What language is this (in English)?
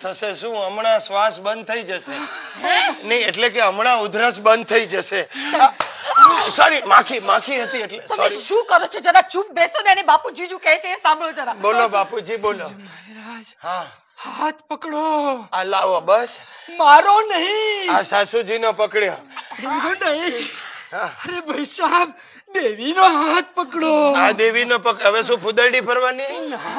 Gujarati